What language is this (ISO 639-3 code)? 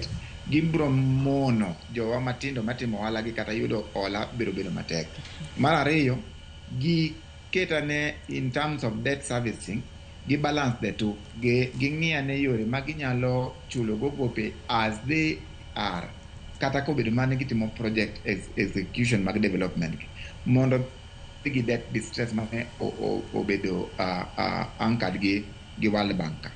luo